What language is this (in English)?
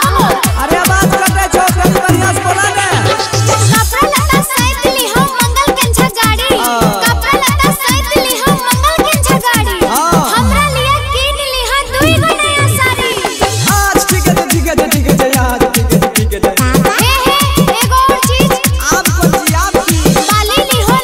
Maithili